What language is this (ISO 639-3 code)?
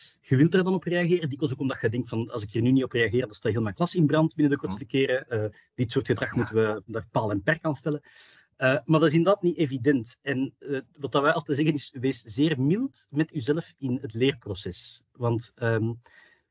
nld